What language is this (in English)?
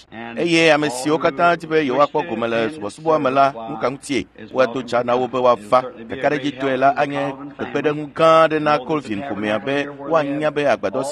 Ewe